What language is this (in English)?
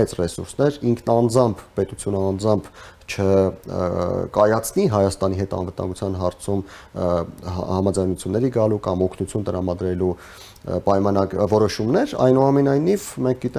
Armenian